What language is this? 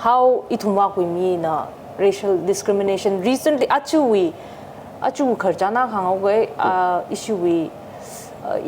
Tangkhul Naga (India)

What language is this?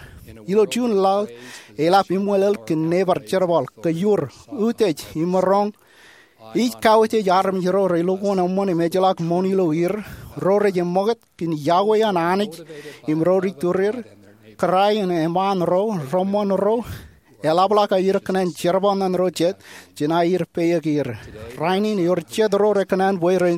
Marshallese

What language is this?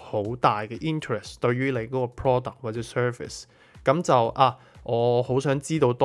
Cantonese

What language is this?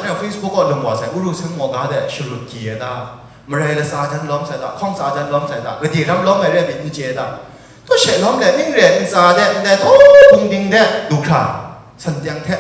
Kachin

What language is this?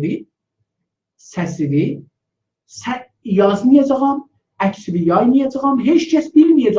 South Azerbaijani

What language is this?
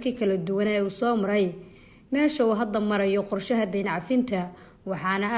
Somali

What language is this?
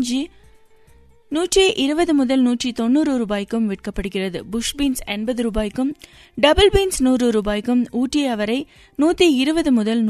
Tamil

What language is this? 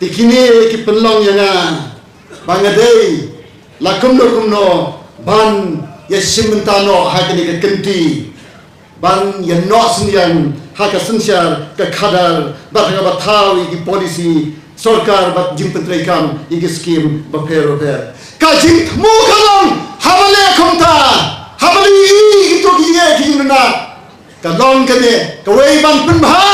Khasi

